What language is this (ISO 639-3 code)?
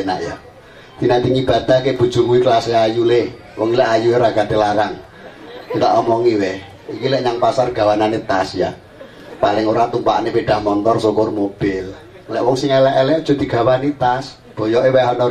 jav